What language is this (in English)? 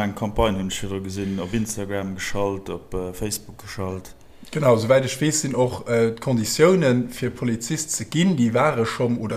Luxembourgish